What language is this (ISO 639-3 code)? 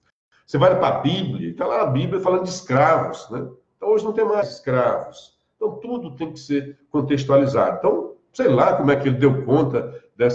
por